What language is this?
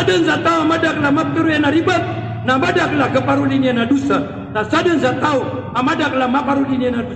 Maranao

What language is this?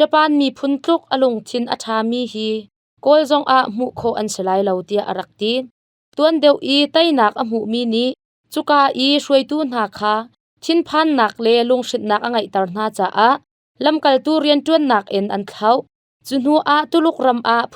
Hakha Chin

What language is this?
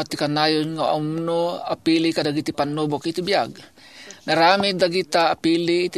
Iloko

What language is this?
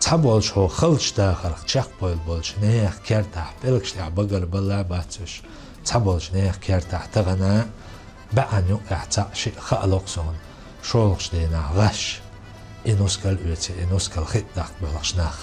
Chechen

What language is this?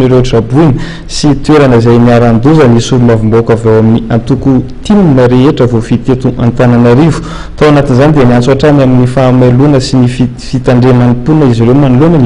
Malagasy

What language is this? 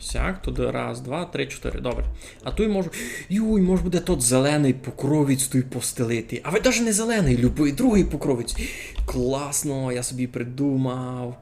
Rusyn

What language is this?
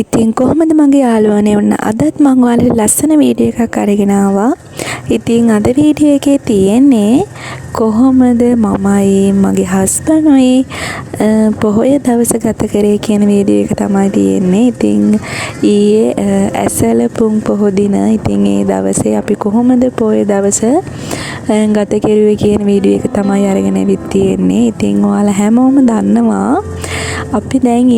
Sinhala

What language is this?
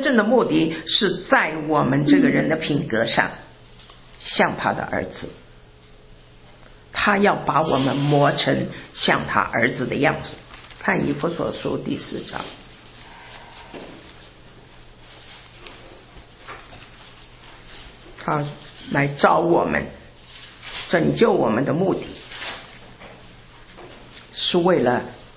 Chinese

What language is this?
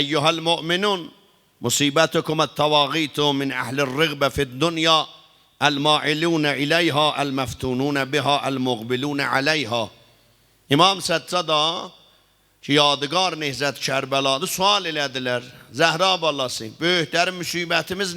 South Azerbaijani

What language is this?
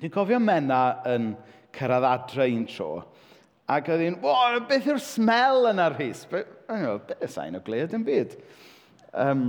Welsh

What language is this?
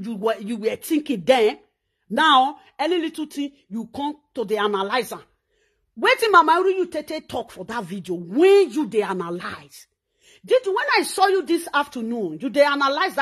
Nigerian Pidgin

